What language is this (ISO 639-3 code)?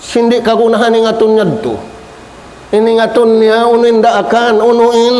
tsg